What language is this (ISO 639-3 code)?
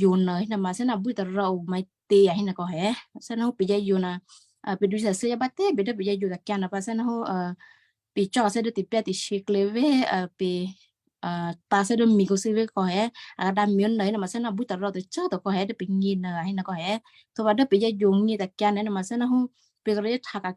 kyu